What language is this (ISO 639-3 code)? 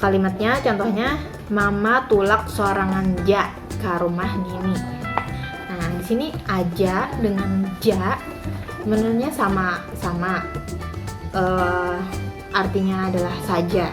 bjn